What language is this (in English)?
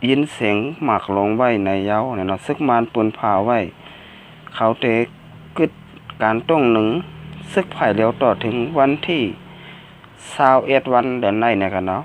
Shan